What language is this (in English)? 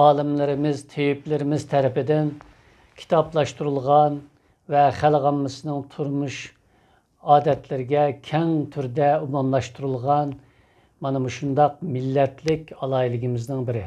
Uyghur